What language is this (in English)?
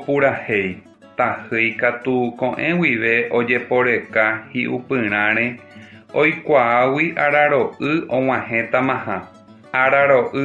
Guarani